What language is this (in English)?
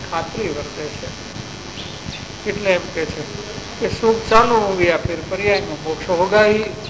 Gujarati